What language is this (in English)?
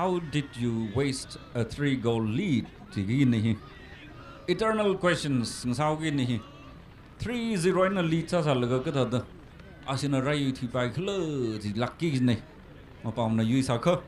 Tangkhul Naga (India)